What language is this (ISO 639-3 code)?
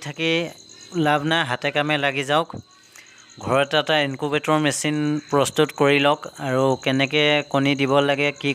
asm